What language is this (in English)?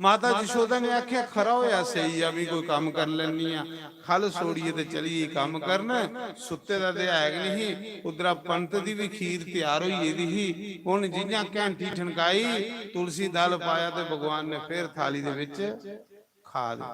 Dogri